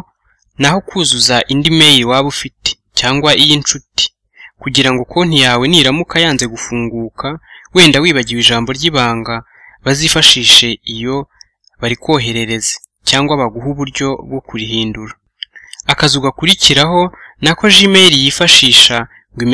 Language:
Kinyarwanda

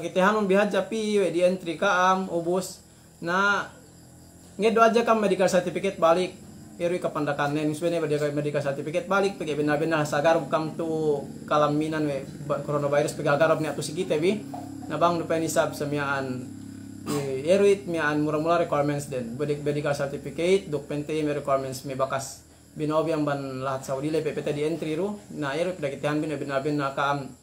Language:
Yakan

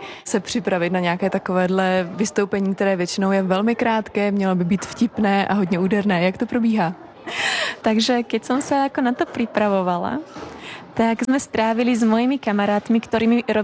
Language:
Czech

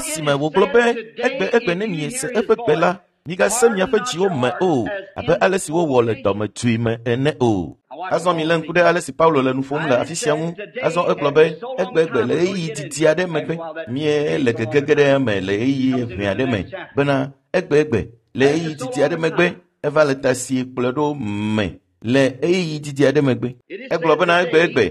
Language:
Ewe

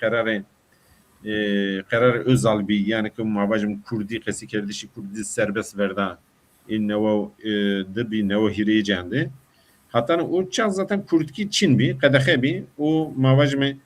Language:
Zaza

